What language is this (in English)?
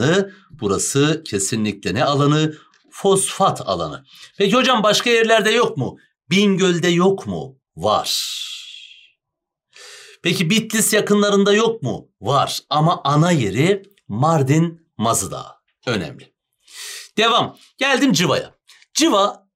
Turkish